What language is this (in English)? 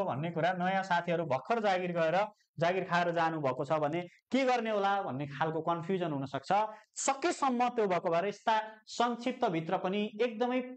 Nepali